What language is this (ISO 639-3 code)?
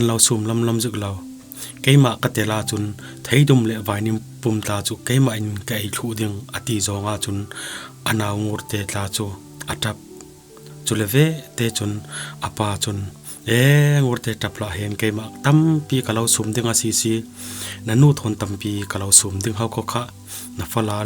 cfm